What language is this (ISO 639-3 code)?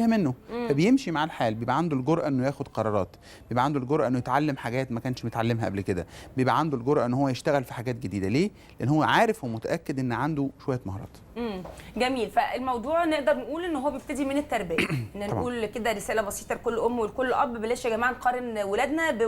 arz